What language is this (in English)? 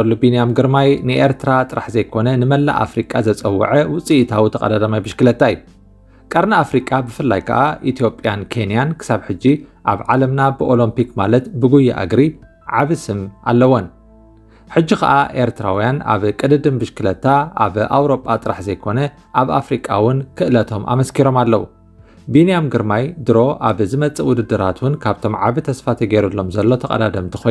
Tigrinya